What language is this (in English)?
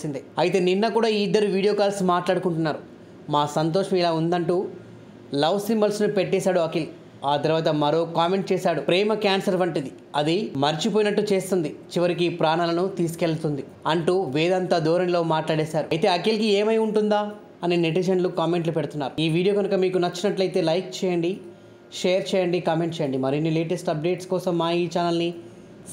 Telugu